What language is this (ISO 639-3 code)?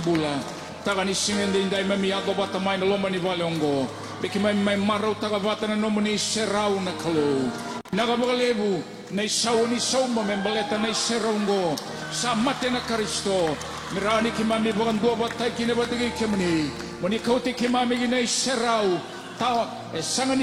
fij